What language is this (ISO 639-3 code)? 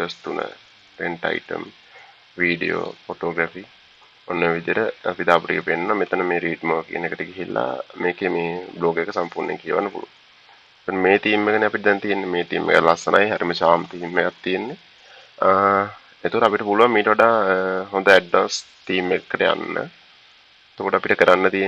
sin